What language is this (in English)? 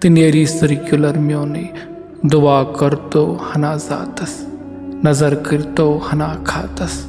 Kashmiri